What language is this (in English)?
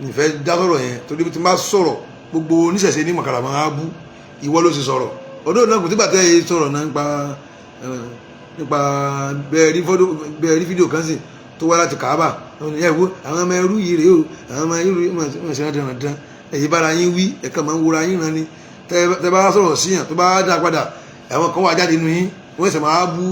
Yoruba